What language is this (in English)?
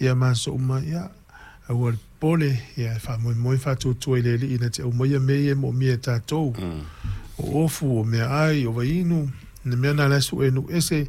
Samoan